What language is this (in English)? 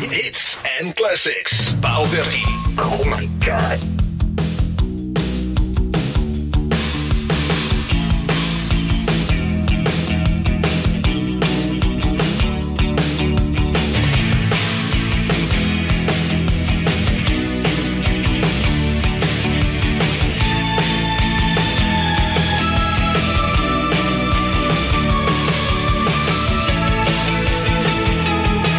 Dutch